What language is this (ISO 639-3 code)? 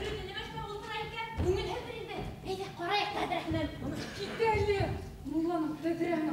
bak